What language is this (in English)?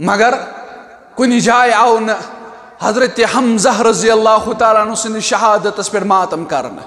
Kashmiri